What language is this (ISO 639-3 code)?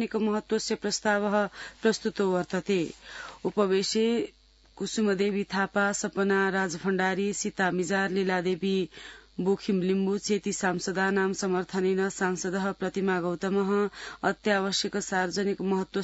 san